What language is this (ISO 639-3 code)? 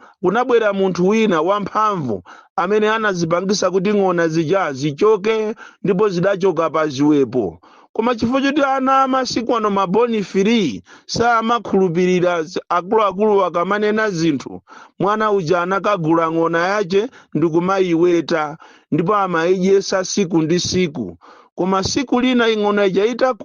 nya